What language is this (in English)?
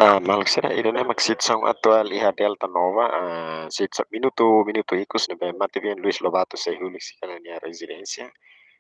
Tetum